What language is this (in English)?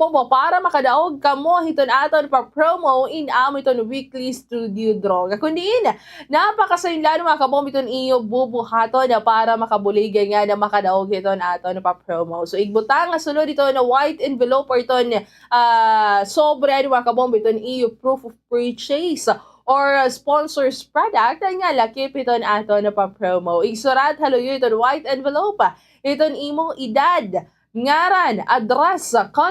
Waray